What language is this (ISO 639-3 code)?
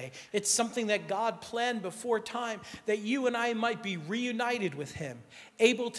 eng